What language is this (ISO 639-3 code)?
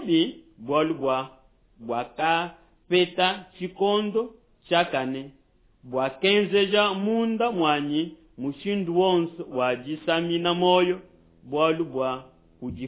lua